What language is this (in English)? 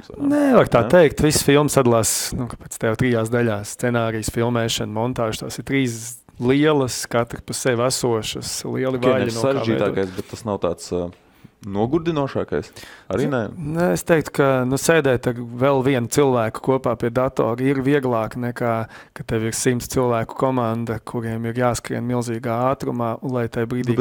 Latvian